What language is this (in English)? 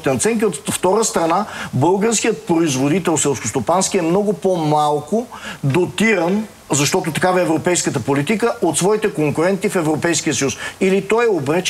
Bulgarian